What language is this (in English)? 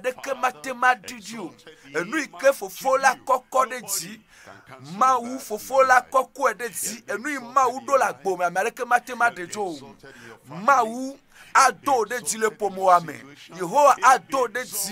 Ewe